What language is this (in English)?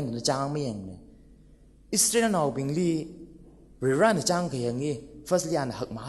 Tangkhul Naga (India)